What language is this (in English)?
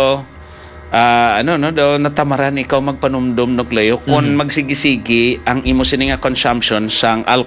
Hiligaynon